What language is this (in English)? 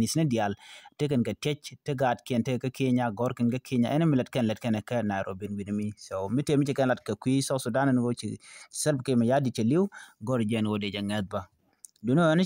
Nuer